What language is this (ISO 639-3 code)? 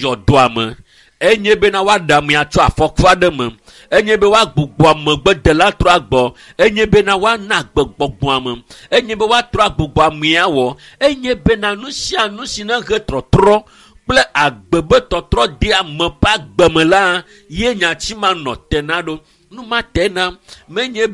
ewe